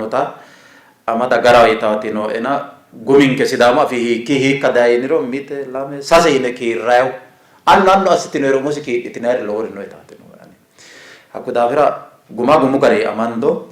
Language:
Sidamo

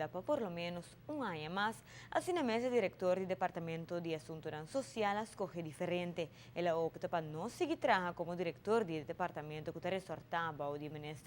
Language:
Papiamento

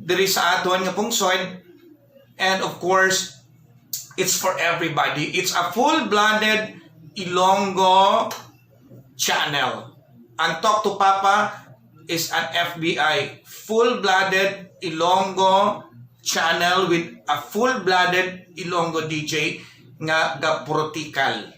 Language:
Hiligaynon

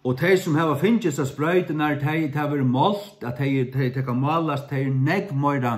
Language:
Faroese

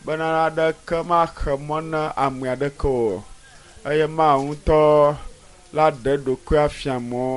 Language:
Ewe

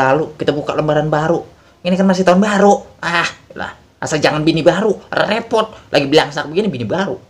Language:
Betawi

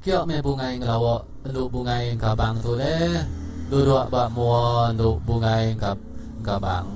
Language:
Iban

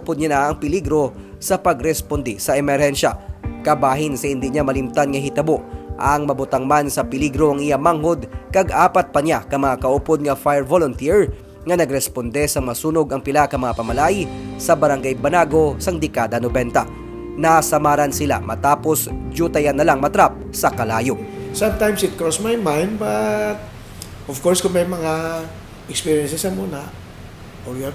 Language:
Hiligaynon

